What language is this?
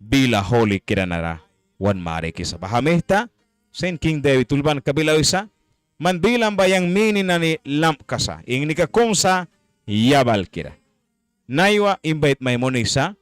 Mískito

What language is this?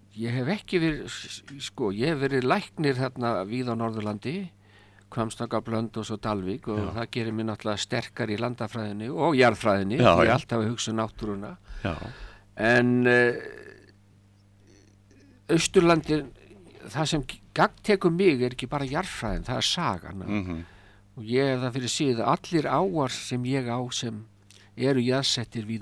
Icelandic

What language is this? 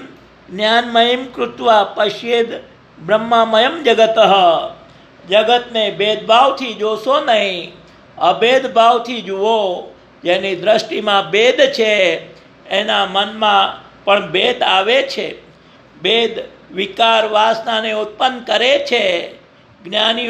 Gujarati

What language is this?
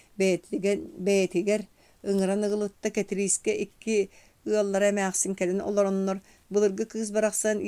Yakut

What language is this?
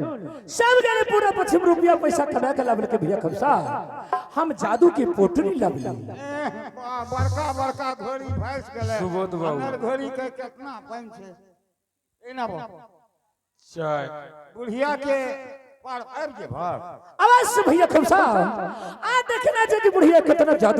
Angika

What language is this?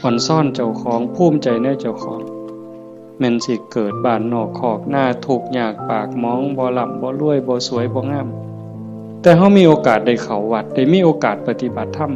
Northeastern Thai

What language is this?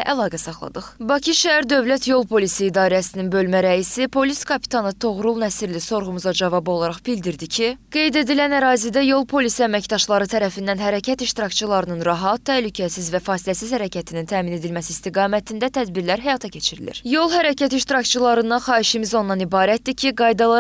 Azerbaijani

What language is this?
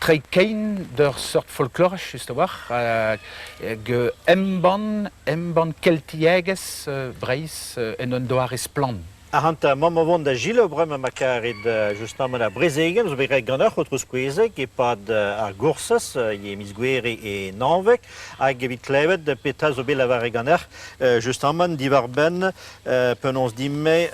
Breton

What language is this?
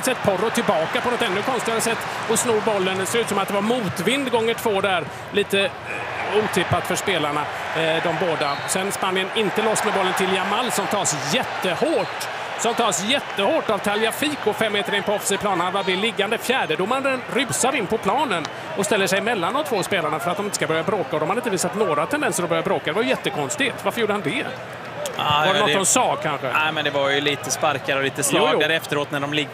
Swedish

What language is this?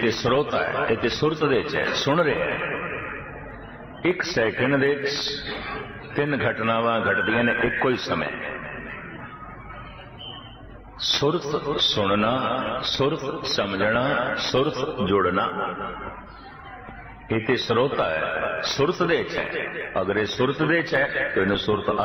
Punjabi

